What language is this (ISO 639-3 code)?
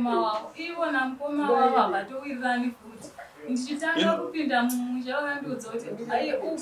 sna